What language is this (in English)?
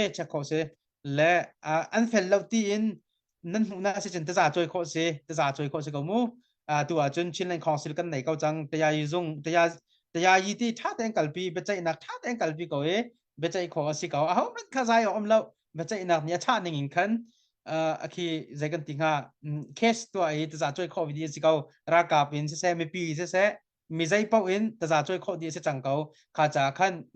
Hakha Chin